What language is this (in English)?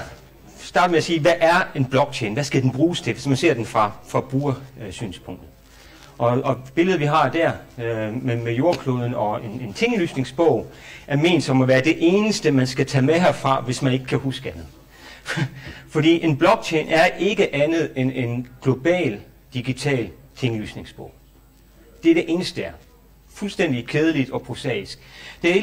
Danish